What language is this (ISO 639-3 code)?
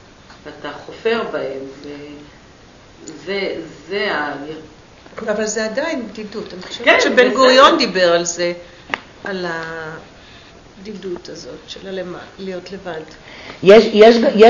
heb